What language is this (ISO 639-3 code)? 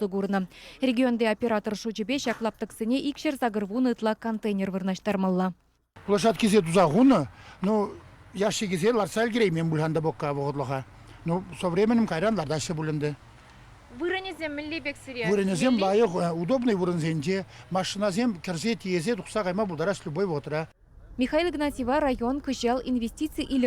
chv